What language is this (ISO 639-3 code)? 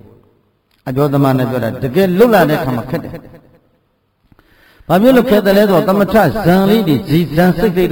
mya